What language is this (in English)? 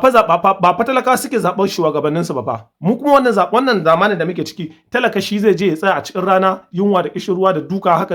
Hausa